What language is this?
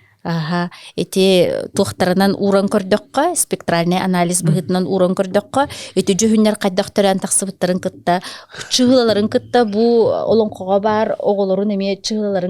Yakut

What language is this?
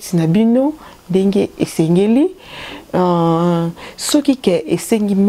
Lingala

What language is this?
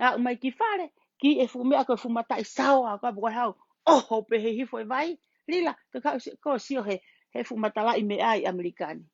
Tongan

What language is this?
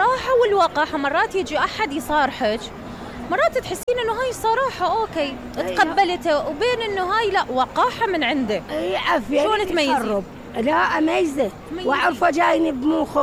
Mesopotamian Arabic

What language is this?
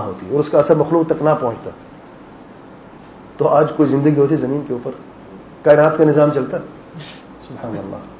Urdu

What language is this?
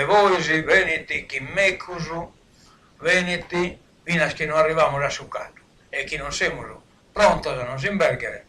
Sardinian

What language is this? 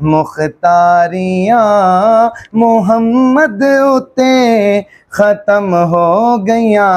Saraiki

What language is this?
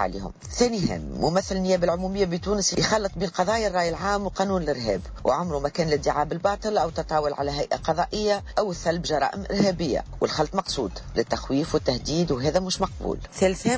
Tunisian Arabic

